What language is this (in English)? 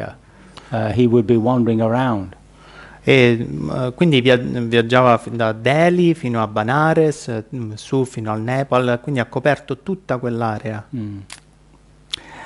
Italian